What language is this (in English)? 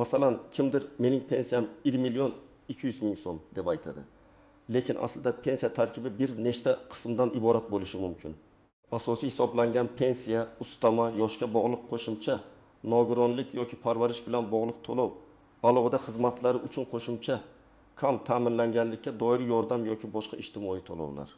Uzbek